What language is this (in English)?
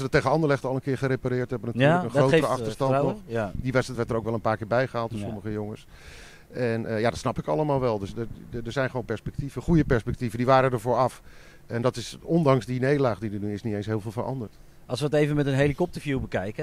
Dutch